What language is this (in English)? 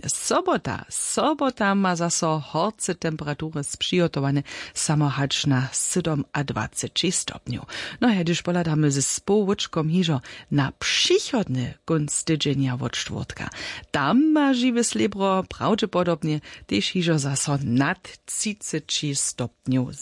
Upper Sorbian